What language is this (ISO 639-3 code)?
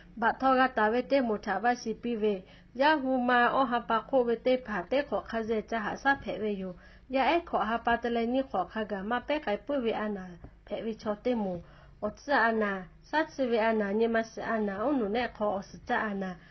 lhu